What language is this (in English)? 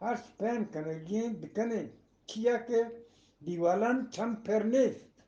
Eastern Balochi